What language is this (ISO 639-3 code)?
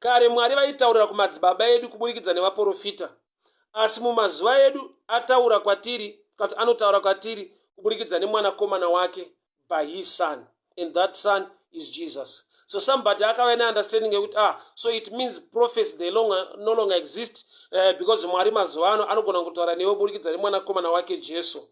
sna